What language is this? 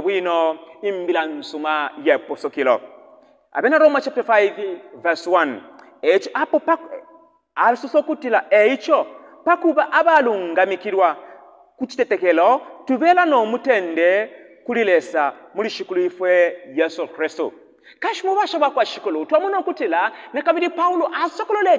Bemba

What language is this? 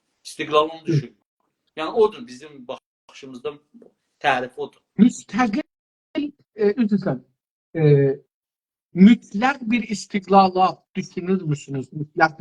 South Azerbaijani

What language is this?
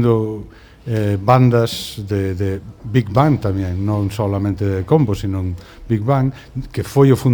Galician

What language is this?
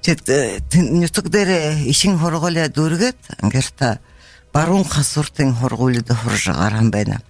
Buriat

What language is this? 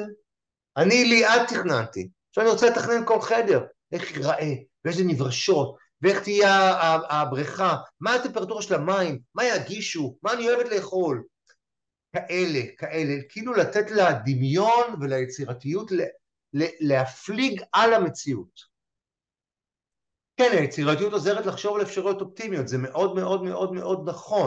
Hebrew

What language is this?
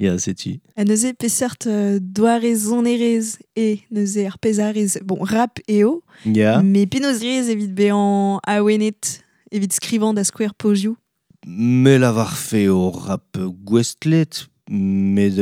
Breton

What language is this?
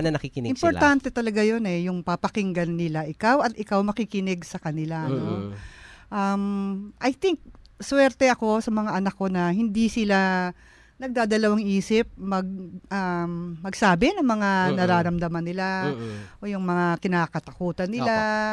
Filipino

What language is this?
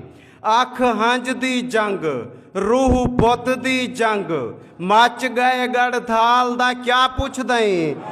Saraiki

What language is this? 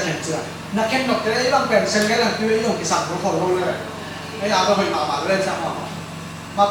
Tedim Chin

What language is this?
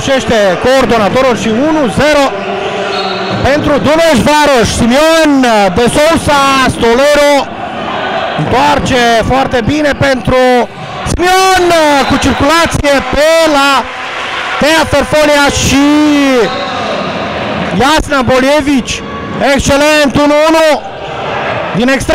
Romanian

